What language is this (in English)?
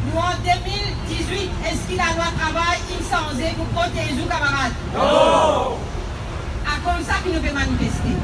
Morisyen